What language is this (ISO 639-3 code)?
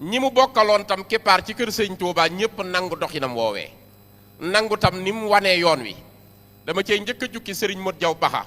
wol